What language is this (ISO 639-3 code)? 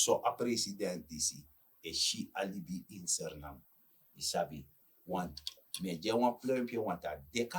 srn